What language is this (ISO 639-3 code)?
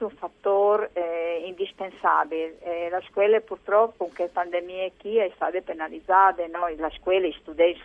fur